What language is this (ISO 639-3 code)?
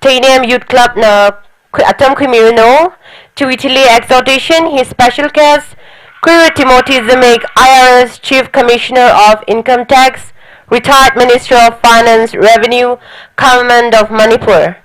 nmf